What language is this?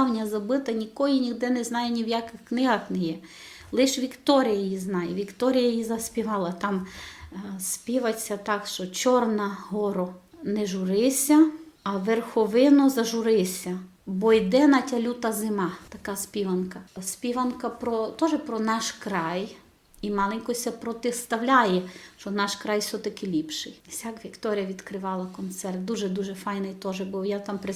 Rusyn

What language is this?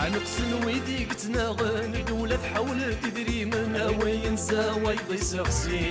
Kabyle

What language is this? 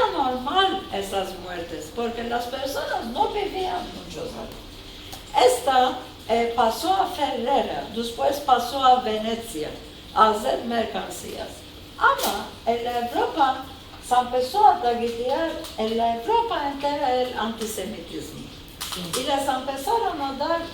Ladino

